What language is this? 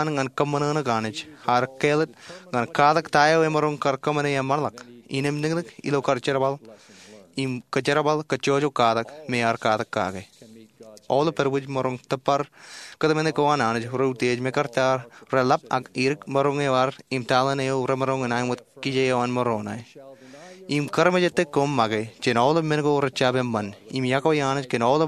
Marshallese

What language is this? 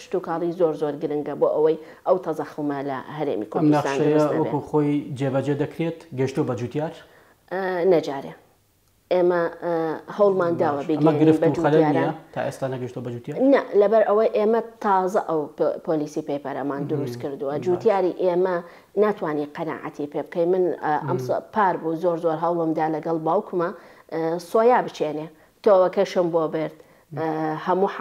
Central Kurdish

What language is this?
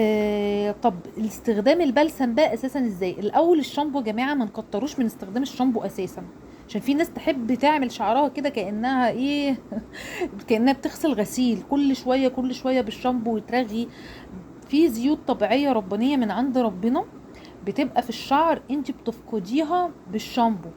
Egyptian Arabic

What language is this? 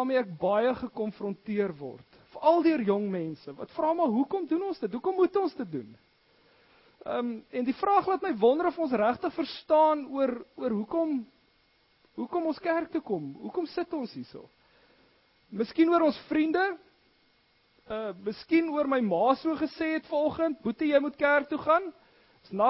Afrikaans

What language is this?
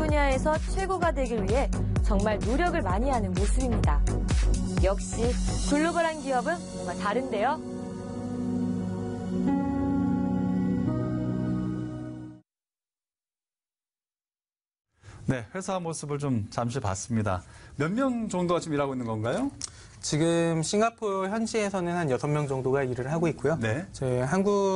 Korean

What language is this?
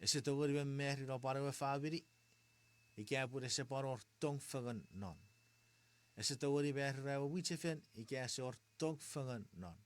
Chuukese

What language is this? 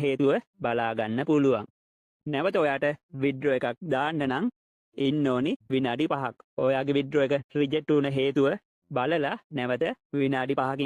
Sinhala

